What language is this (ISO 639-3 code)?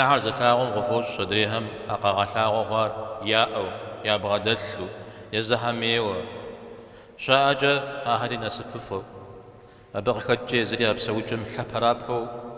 kbd